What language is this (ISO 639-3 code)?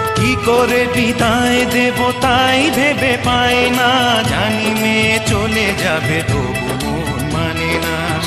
ben